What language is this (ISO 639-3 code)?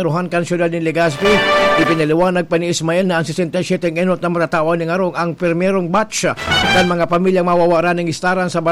bik